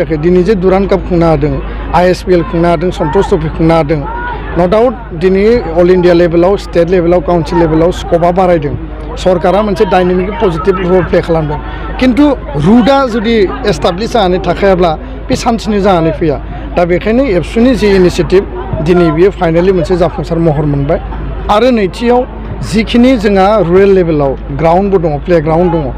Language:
Bodo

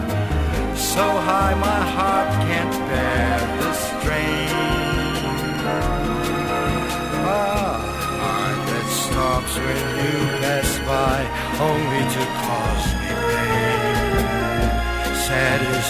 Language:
English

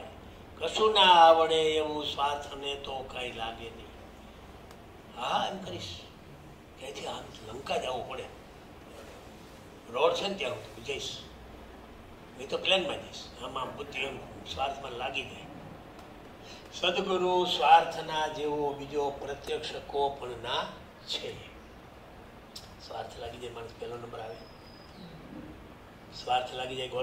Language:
Gujarati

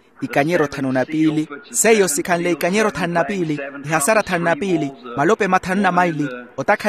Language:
Makhuwa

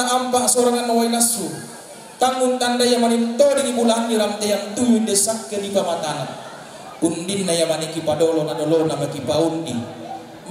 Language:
Toraja-Sa'dan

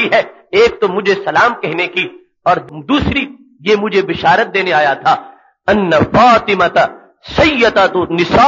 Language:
Urdu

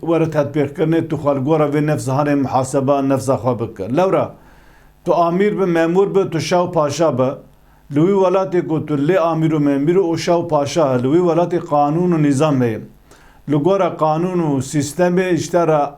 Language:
Kurdish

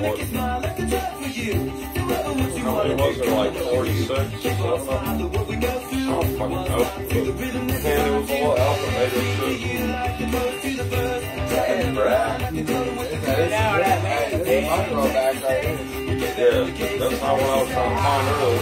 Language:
English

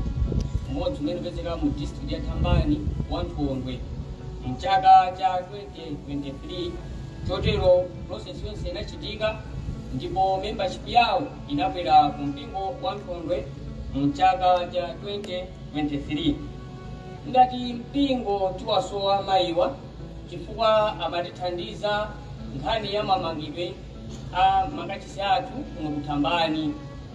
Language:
Nyanja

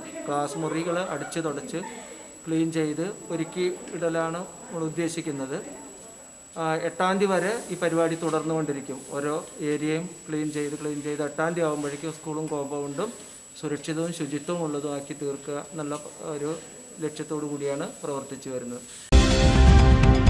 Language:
Malayalam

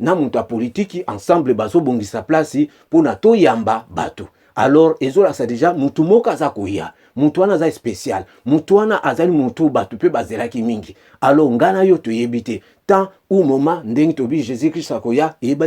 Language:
Lingala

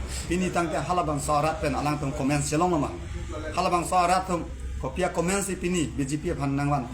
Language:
Karbi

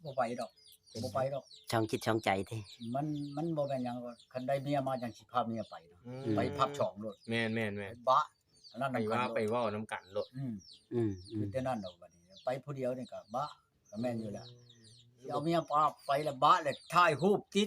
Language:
Northeastern Thai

